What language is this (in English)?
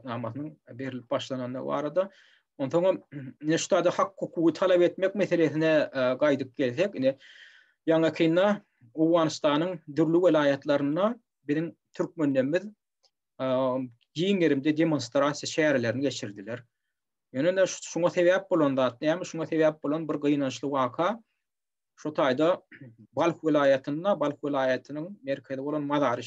Turkmen